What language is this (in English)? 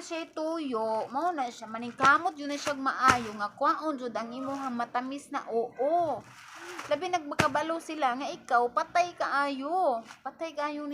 Cebuano